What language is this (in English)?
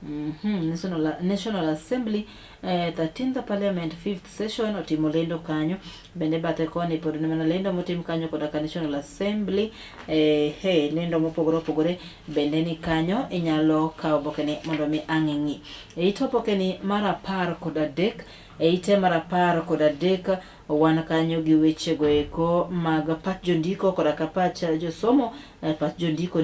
Luo (Kenya and Tanzania)